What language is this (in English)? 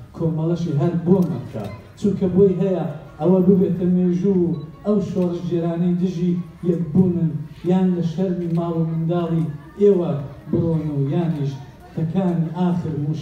Central Kurdish